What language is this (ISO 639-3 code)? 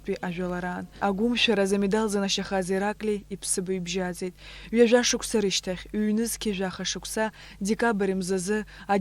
abk